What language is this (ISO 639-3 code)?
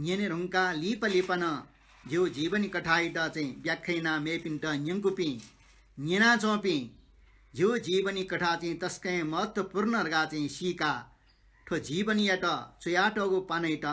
new